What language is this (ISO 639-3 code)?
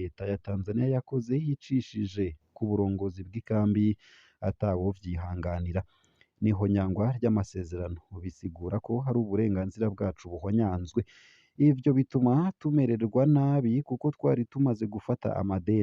run